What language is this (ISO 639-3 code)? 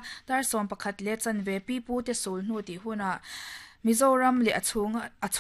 lus